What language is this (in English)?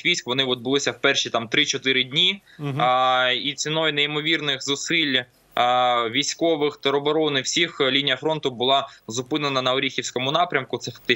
Ukrainian